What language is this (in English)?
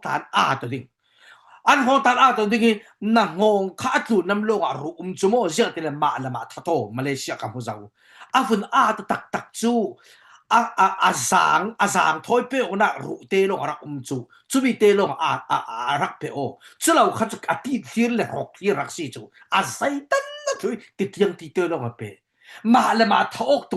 Falam Chin